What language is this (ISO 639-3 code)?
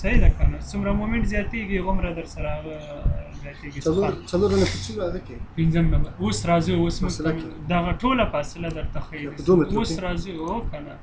pus